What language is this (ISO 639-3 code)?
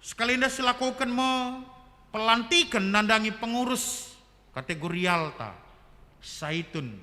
btx